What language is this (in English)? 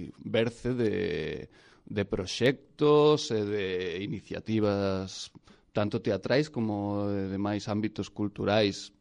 Galician